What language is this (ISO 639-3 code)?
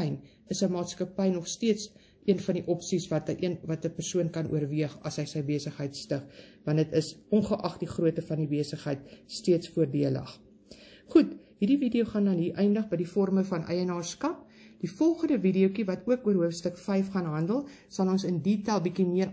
afr